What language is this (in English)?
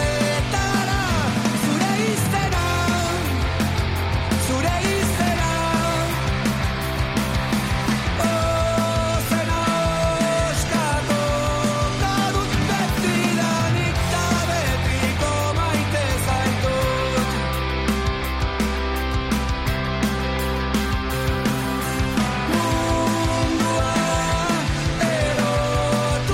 Basque